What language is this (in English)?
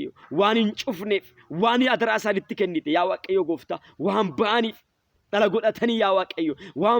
Oromo